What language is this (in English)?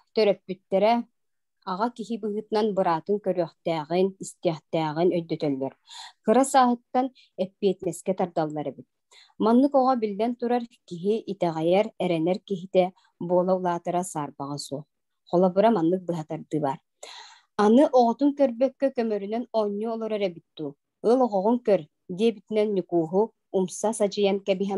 Yakut